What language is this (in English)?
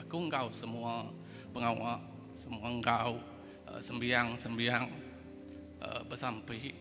Iban